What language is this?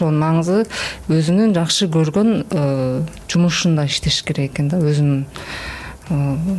Kyrgyz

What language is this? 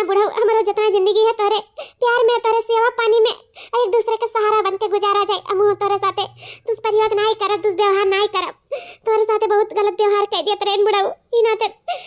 Awadhi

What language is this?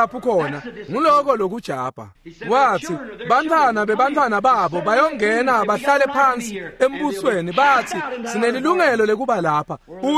Swati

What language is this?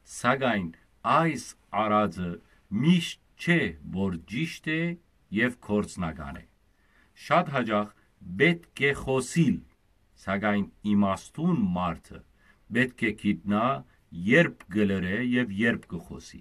Western Armenian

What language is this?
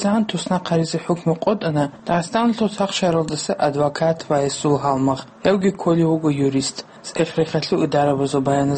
Avaric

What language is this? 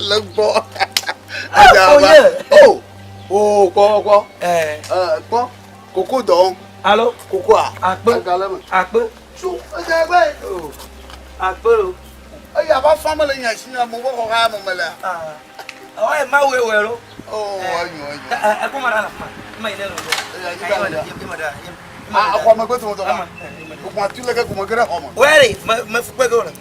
Ewe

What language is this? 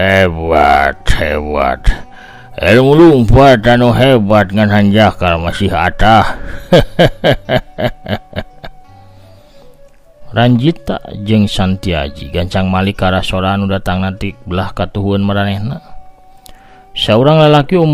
Sundanese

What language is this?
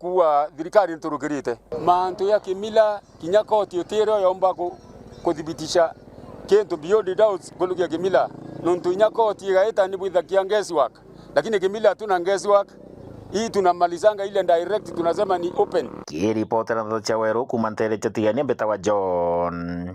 Meru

